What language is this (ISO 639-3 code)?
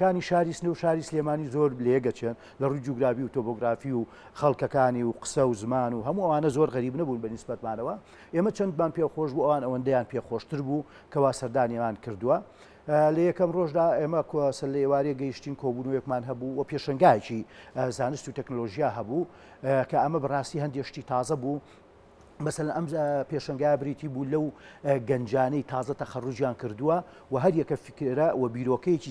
ckb